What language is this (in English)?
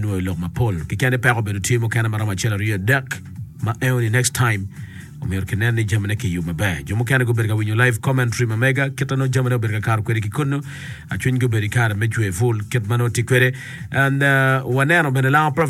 Acoli